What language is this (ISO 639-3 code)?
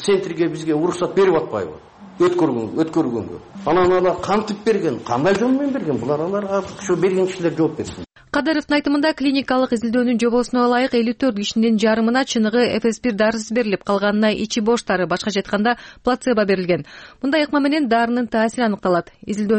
kir